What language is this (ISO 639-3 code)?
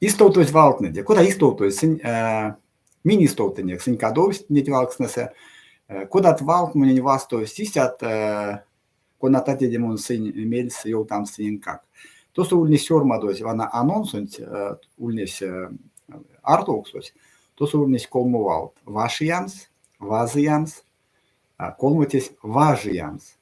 myv